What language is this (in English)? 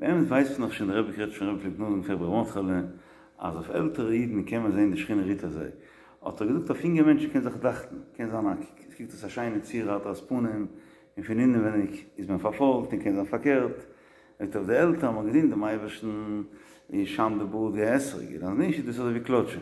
Yiddish